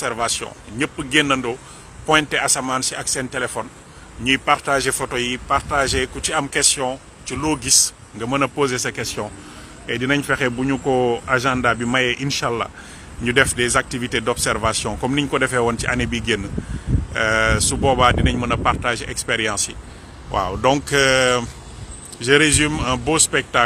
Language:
Wolof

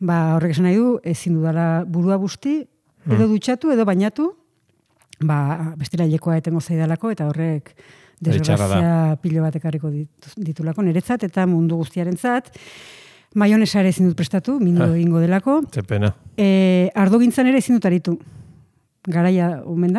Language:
Basque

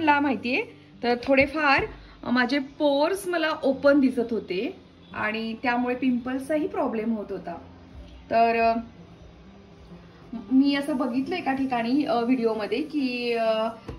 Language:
Marathi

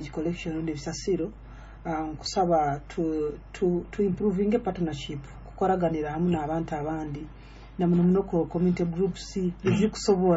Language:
Nyoro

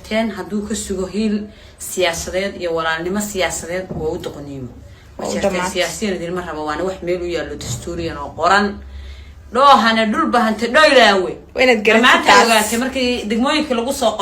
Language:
Somali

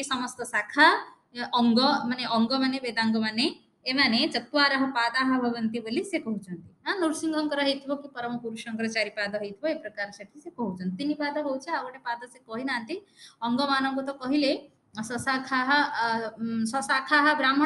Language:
Odia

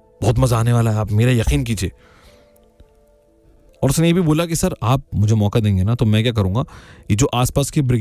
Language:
Hindi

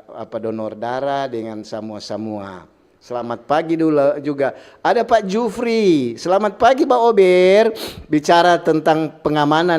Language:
Manado Malay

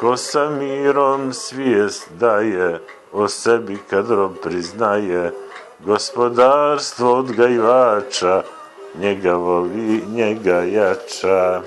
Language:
Bosnian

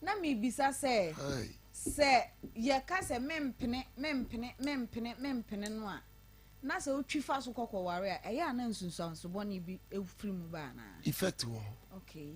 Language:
Akan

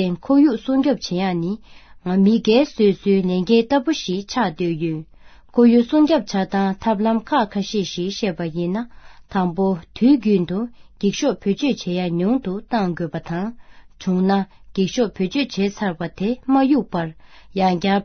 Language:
Tibetan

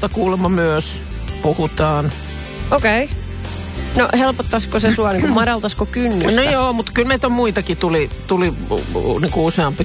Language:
Finnish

